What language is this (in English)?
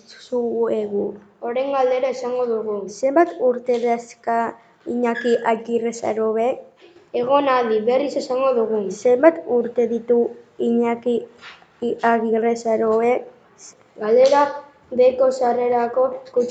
Basque